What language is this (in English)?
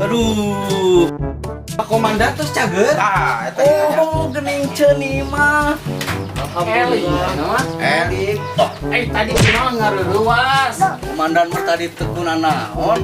Sundanese